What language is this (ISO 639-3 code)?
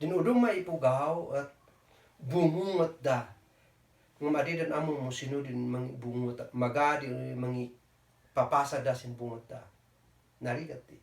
kne